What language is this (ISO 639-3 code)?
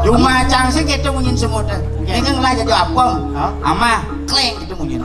ban